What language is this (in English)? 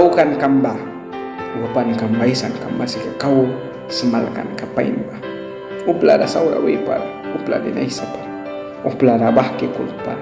Mískito